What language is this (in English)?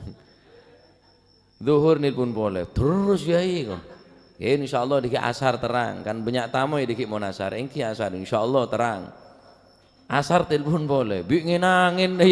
Madurese